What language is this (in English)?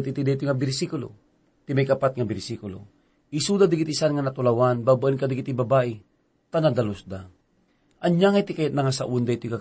Iloko